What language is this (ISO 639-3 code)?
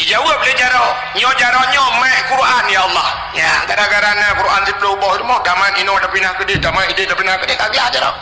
ace